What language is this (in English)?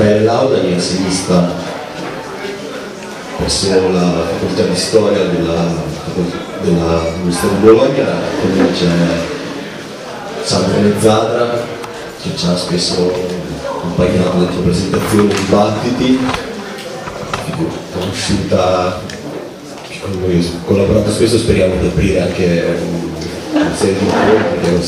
Italian